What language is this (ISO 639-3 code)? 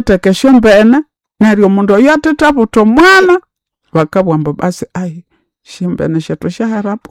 nnb